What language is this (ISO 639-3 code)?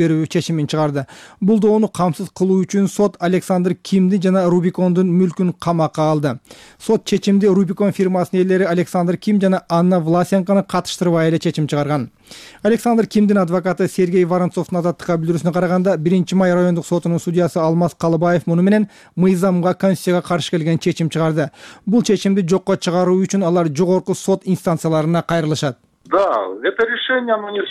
kir